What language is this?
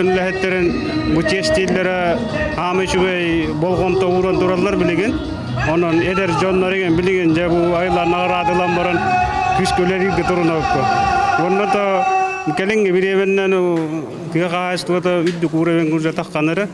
Yakut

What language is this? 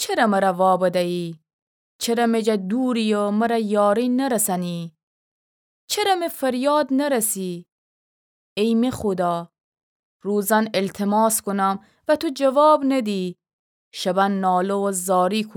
Gilaki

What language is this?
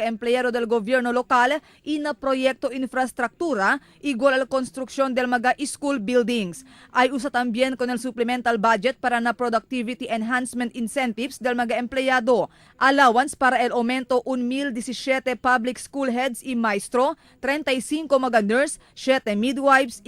Chavacano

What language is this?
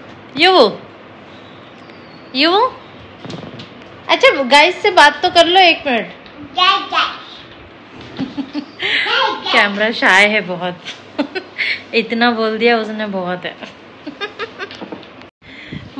Hindi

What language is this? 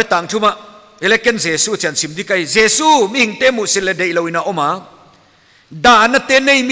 Paite Chin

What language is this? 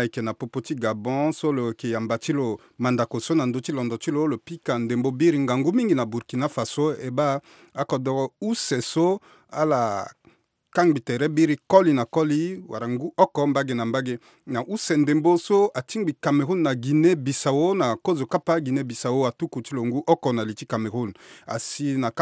Sango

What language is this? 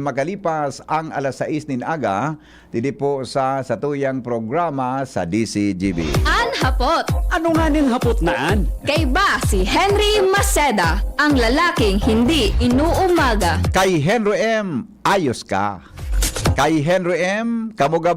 Bikol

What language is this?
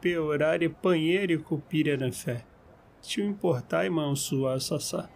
Nheengatu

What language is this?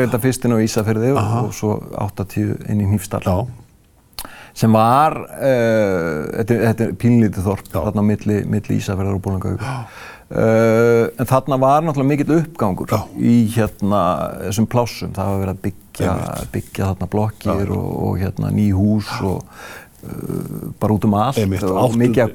Icelandic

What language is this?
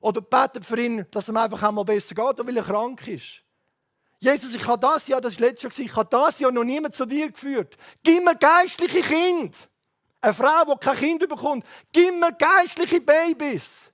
Swiss German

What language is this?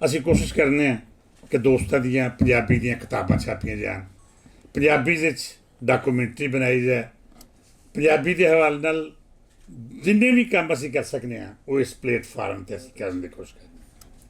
Western Panjabi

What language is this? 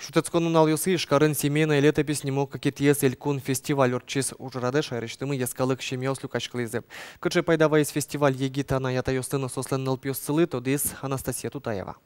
Udmurt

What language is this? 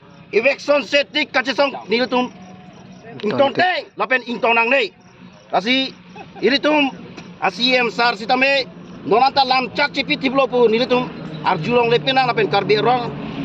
Karbi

